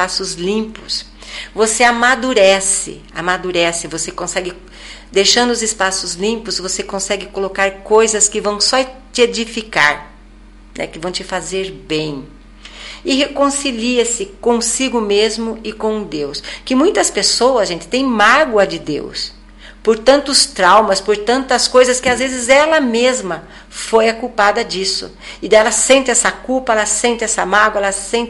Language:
Portuguese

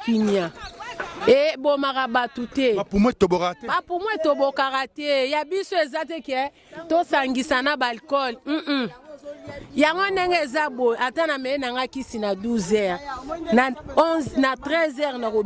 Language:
Lingala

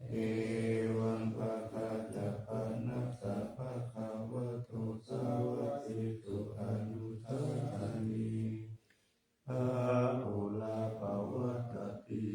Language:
Pali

